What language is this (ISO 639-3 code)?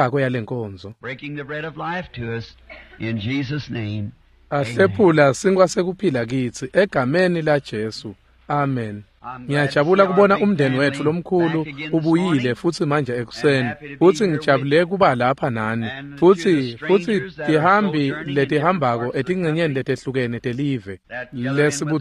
ssw